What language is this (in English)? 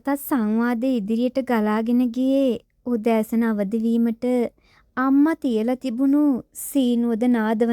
Sinhala